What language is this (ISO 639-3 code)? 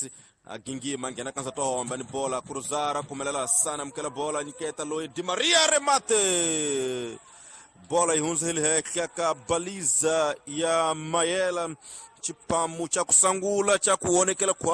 tso